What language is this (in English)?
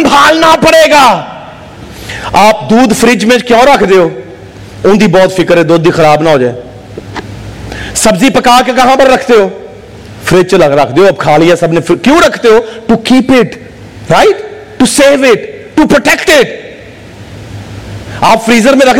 Urdu